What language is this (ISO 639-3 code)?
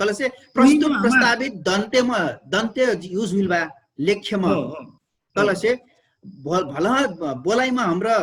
thl